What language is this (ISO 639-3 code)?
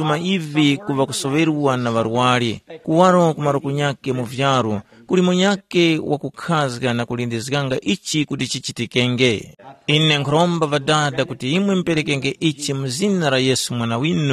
tum